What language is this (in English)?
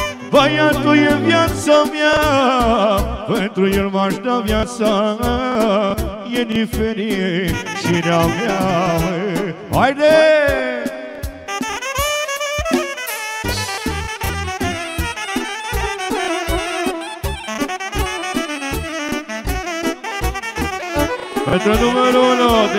Romanian